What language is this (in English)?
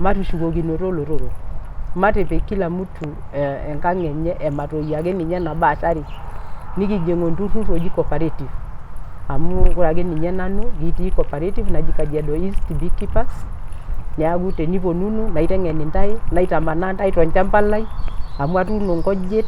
Masai